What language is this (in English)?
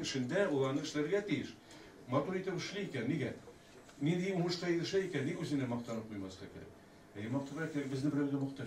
Tatar